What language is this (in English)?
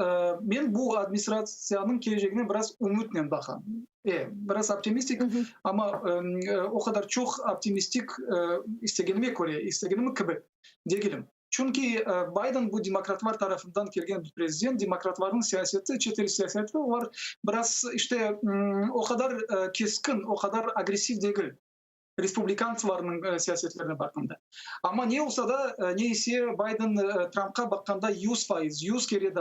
Crimean Tatar